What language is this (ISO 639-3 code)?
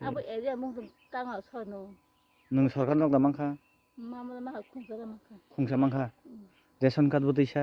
trp